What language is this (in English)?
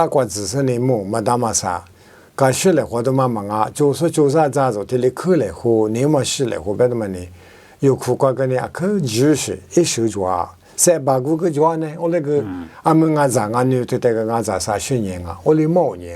Lisu